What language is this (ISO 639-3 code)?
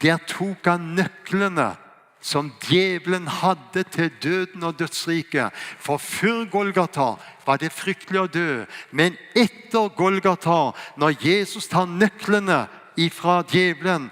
fao